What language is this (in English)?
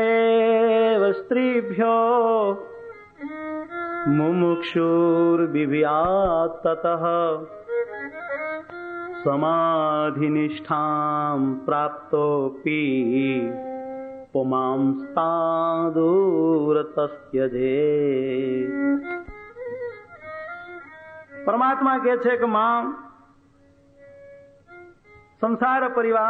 Gujarati